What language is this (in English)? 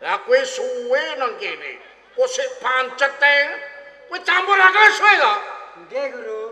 Javanese